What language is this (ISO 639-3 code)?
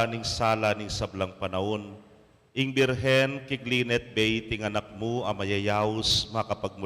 pam